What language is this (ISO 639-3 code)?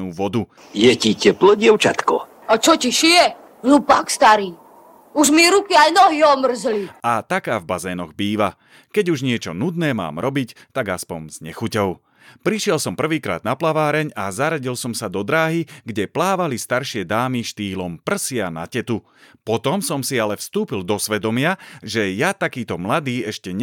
slk